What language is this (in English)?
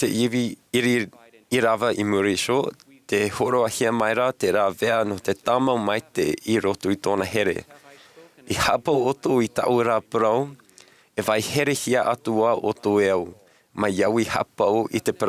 Tahitian